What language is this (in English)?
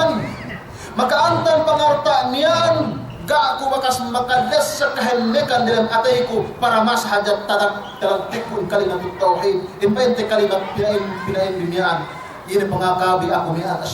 Yakan